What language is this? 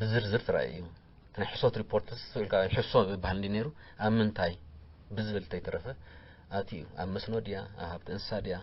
Tigrinya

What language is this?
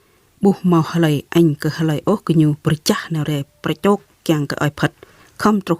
Jarai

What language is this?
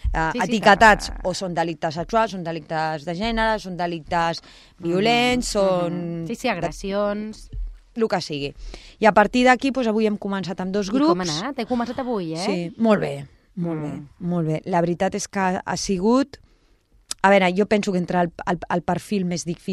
Catalan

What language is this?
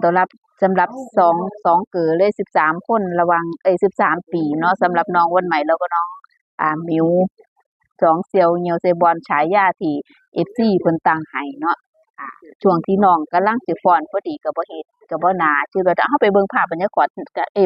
Northeastern Thai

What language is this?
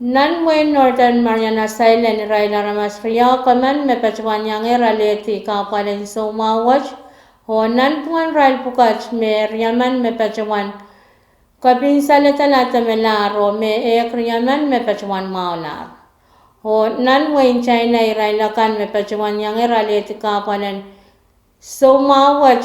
Pohnpeian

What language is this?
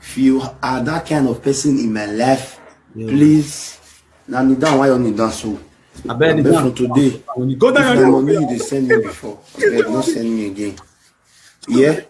Nigerian Pidgin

